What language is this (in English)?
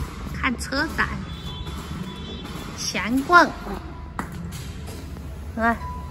Chinese